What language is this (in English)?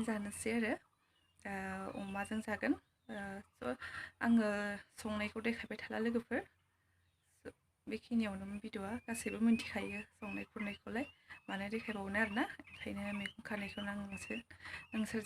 Bodo